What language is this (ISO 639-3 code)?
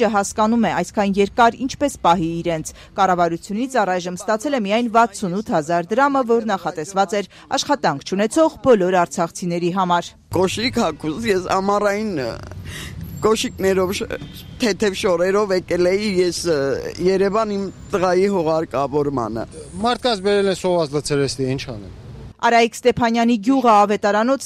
hye